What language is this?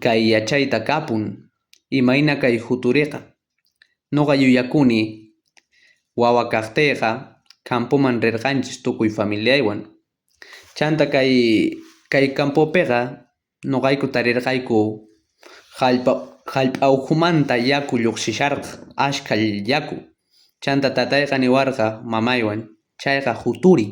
South Bolivian Quechua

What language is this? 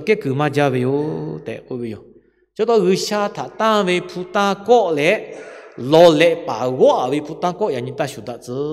Lahu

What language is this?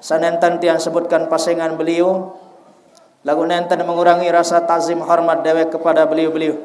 Sasak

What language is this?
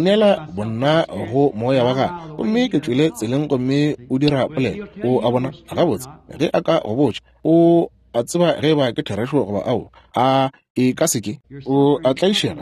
Northern Sotho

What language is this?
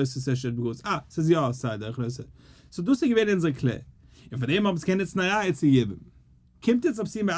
Yiddish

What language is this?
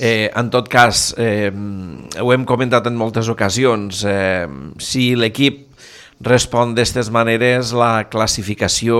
Catalan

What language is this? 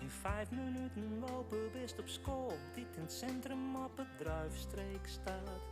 Western Frisian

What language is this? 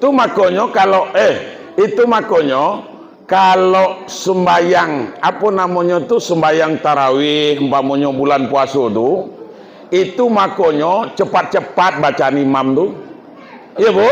Minangkabau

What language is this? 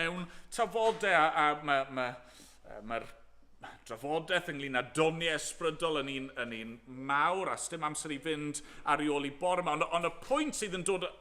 Welsh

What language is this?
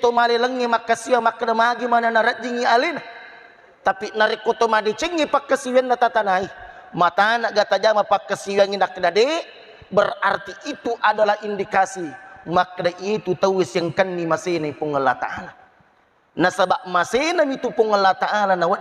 Buginese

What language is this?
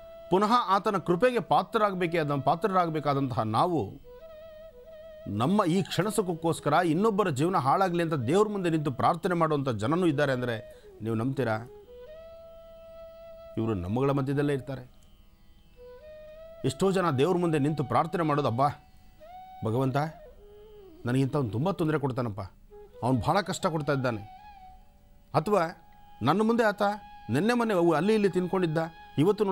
Kannada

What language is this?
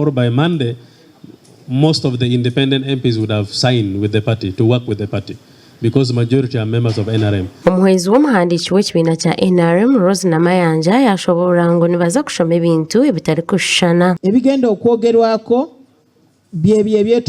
Nyankole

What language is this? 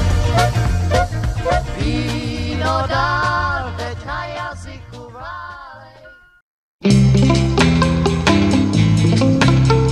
Czech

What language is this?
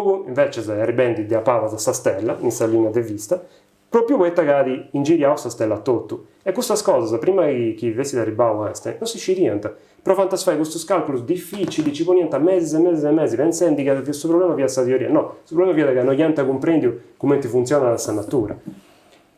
Sardinian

